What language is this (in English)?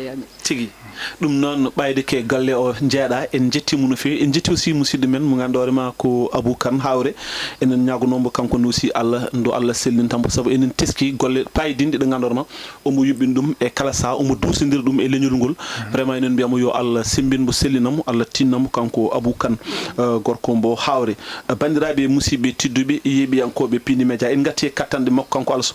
Fula